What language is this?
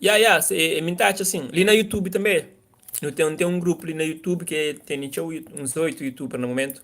Kabuverdianu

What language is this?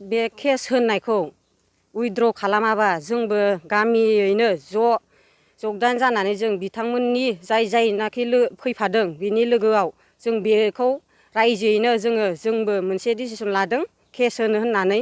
Bodo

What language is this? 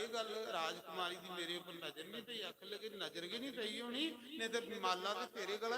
Dogri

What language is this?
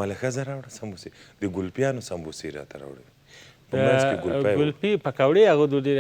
Pashto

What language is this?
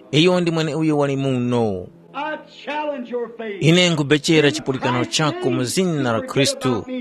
Tumbuka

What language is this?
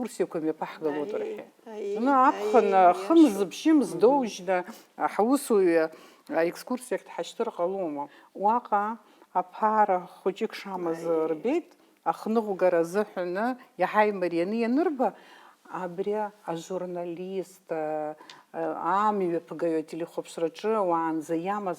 Abkhazian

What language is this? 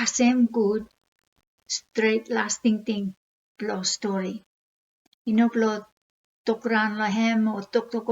Bislama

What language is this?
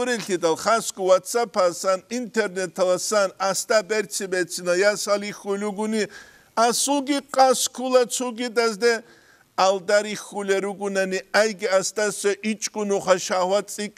Avaric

